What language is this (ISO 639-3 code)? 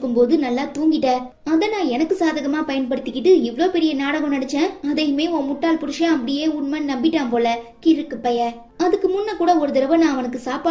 tam